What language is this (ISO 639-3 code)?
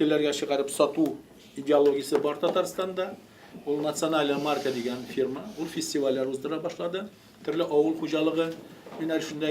tat